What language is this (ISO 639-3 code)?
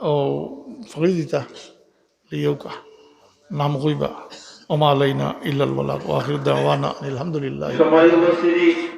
syl